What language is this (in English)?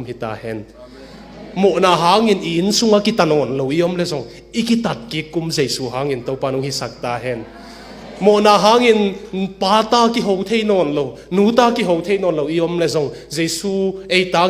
Tedim Chin